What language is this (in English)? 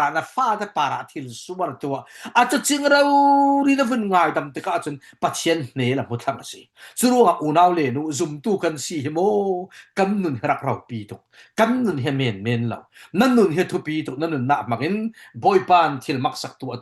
Falam Chin